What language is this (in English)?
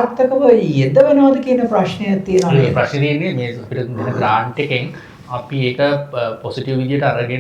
Sinhala